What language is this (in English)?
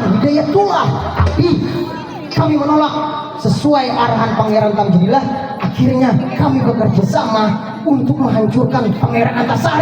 Banjar